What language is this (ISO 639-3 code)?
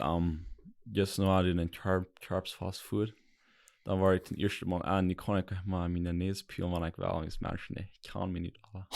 pdt